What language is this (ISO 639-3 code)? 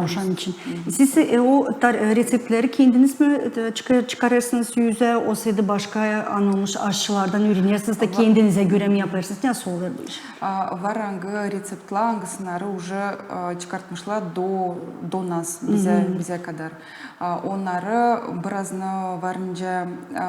gag